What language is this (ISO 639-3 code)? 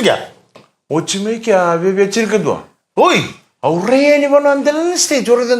fij